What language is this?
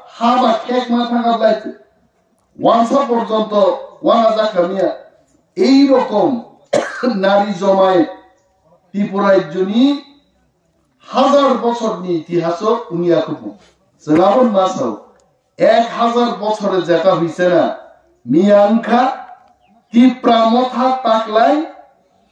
Kok Borok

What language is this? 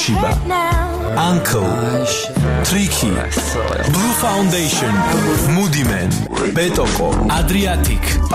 Georgian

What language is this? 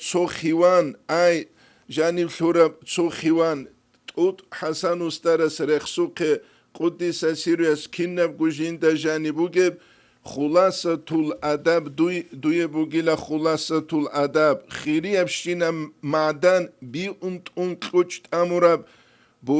Avaric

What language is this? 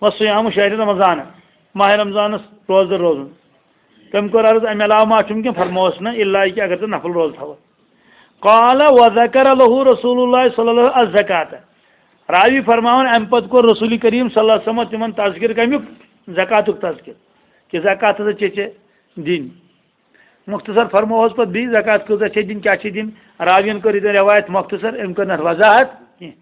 Kashmiri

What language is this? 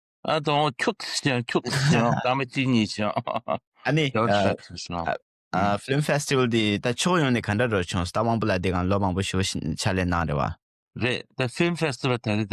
Tibetan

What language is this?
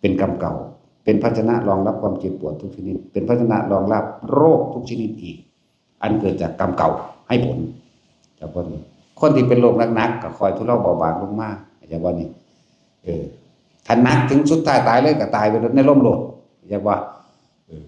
Northeastern Thai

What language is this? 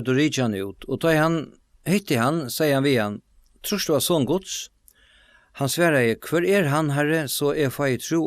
Faroese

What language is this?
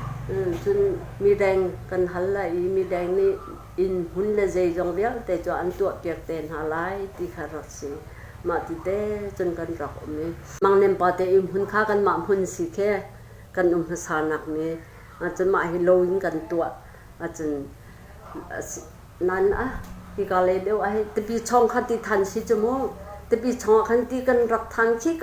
Hakha Chin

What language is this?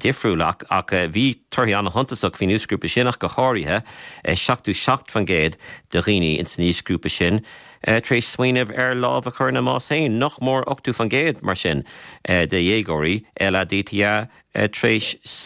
Irish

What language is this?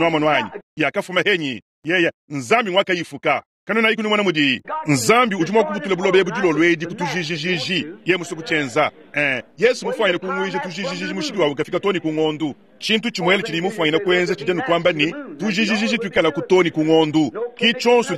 Luba-Lulua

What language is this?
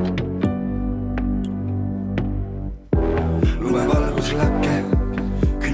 Estonian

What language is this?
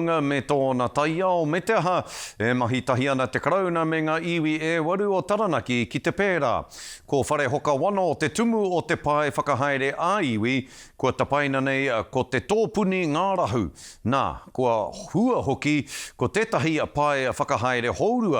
Māori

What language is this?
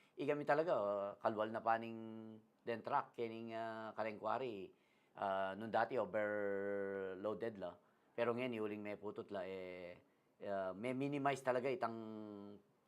Pampanga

